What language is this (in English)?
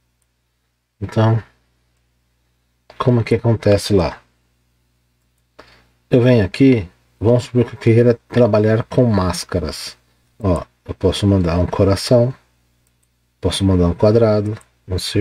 Portuguese